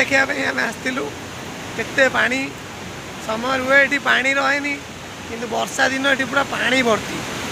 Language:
Odia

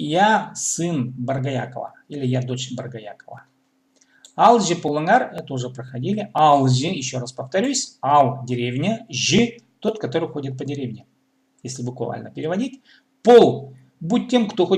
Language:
Khakas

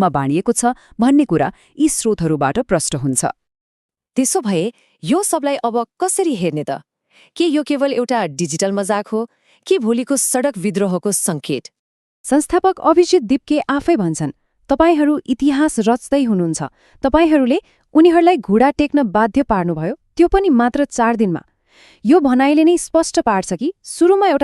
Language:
Nepali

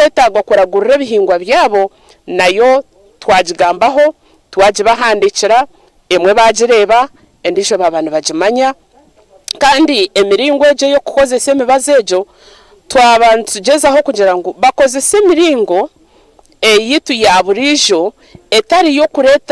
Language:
Nyankole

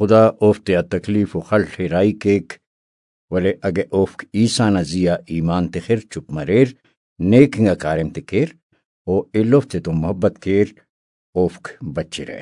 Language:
Brahui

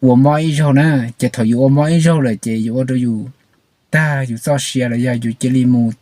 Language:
Hmong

